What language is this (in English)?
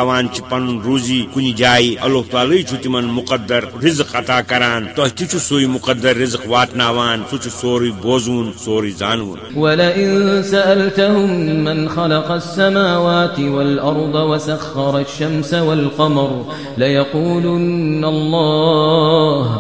Kashmiri